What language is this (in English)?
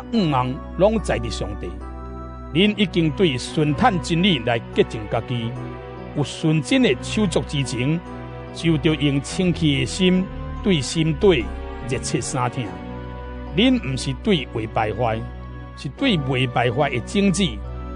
Min Nan Chinese